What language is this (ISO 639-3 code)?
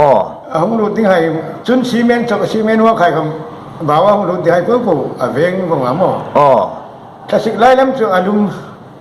hmr